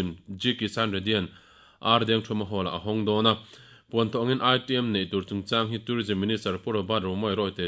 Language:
Mizo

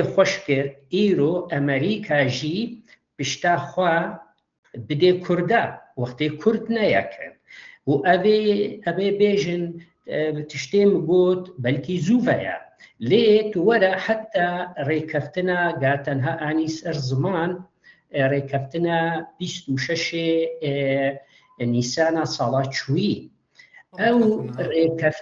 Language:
Kurdish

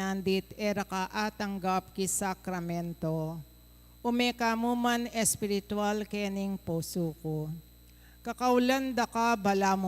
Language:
Pampanga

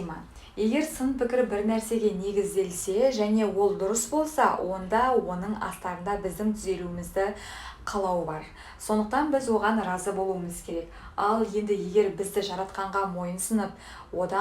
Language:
Kazakh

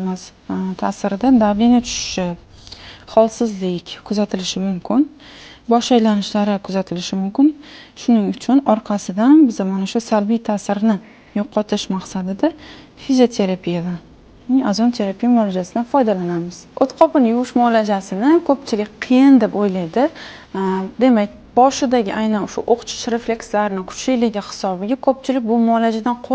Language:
Uzbek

